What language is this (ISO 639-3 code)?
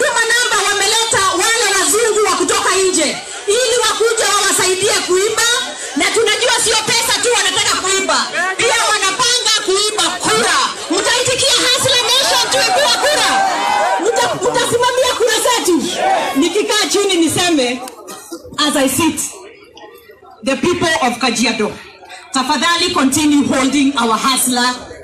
swa